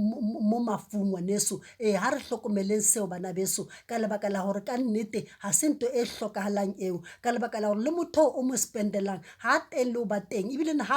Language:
Southern Sotho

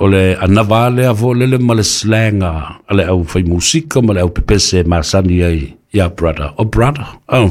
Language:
Samoan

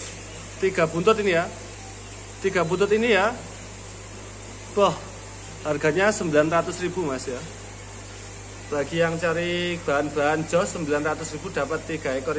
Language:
Indonesian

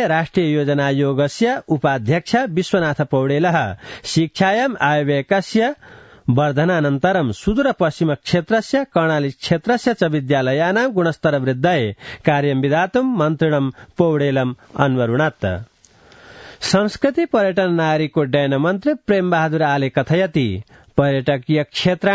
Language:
Sanskrit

